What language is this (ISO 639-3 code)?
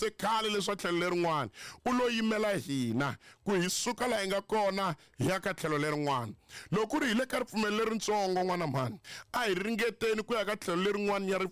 tso